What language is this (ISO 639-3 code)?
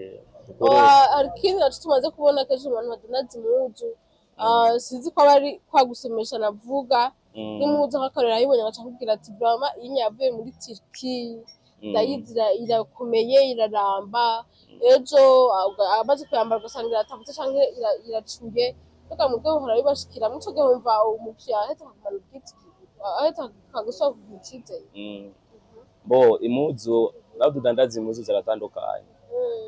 run